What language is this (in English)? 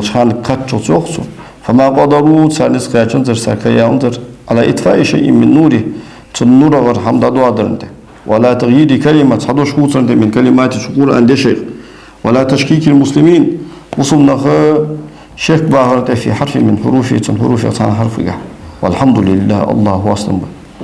Ingush